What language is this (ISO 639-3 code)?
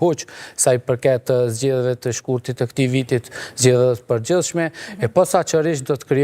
sqi